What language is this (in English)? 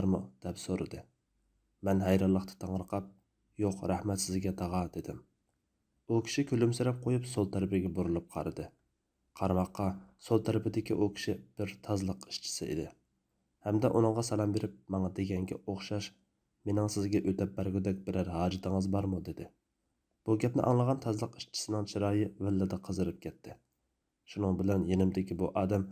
Uyghur